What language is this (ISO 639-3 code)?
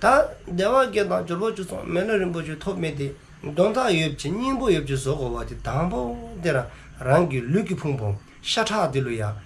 dzo